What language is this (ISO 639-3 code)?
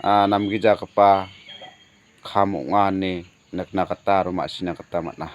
grt